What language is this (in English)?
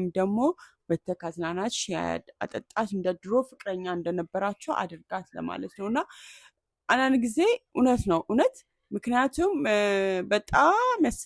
Amharic